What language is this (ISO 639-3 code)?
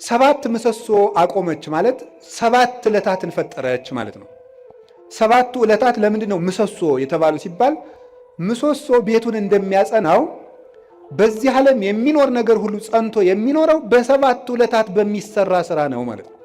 amh